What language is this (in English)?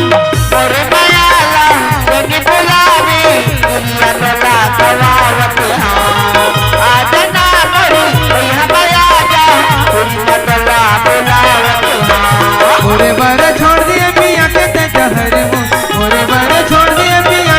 Chhattisgarhi